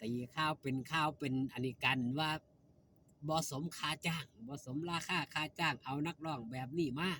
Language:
Northeastern Thai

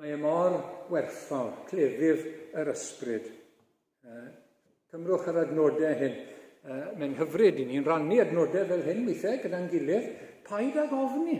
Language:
Welsh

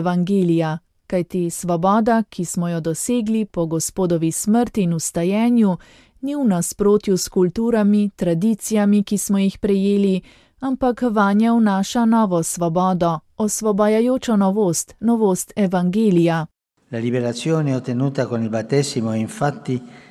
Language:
Slovenian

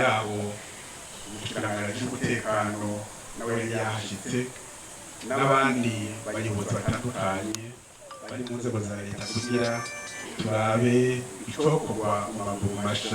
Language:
Rundi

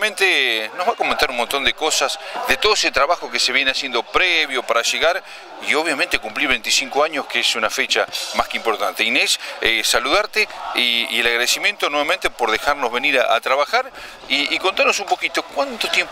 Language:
Spanish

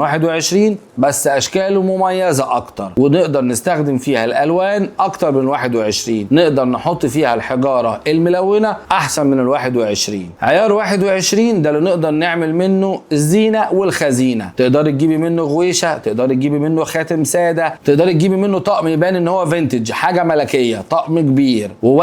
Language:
Egyptian Arabic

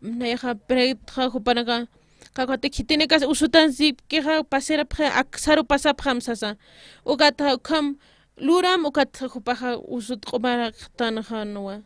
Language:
Aymara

